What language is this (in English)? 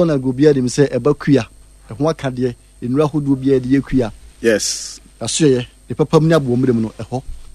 Akan